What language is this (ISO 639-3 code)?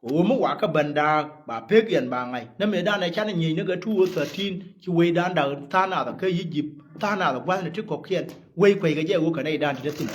nus